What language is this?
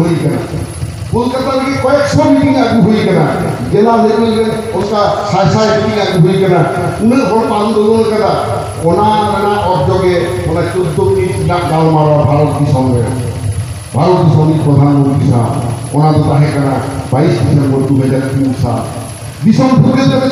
Santali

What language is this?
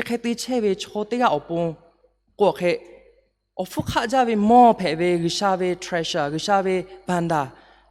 Lahu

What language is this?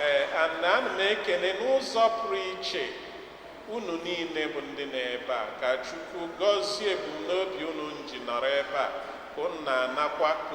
Igbo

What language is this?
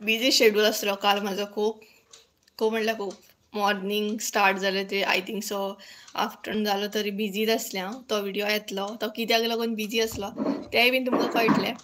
Konkani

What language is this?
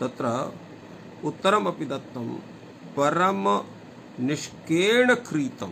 Sanskrit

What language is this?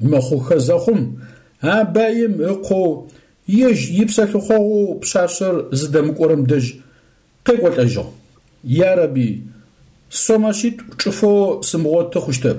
Adyghe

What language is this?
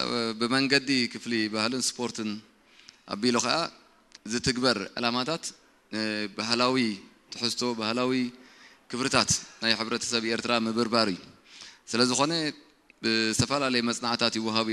Tigrinya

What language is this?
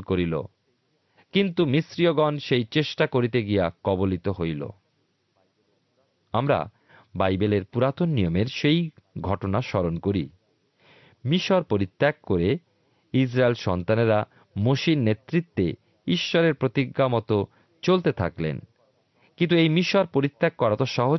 Bangla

